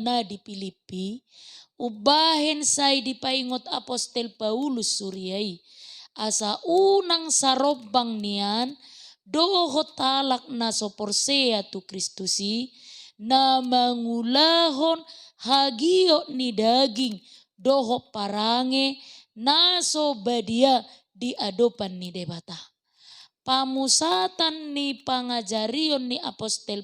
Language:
Batak Toba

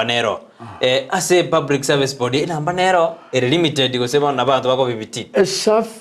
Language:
Gusii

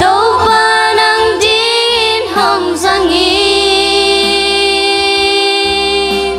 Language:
Tedim Chin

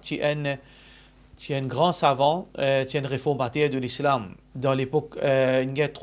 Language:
Morisyen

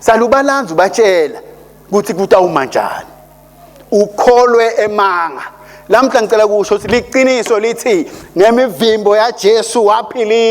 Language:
Swati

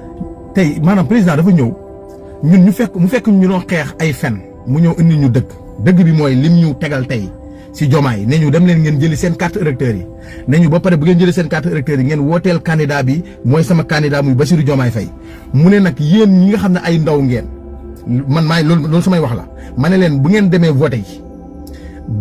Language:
Wolof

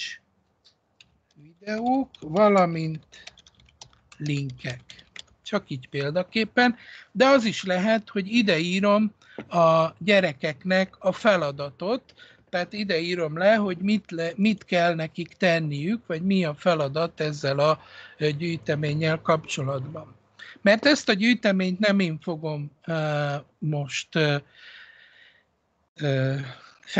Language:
Hungarian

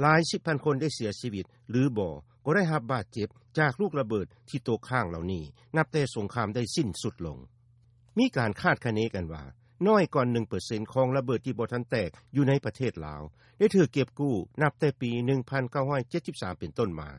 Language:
Lao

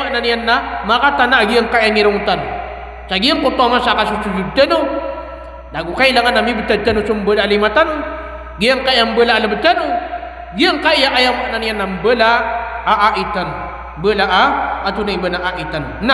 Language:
Maranao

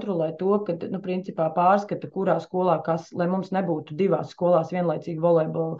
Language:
Latvian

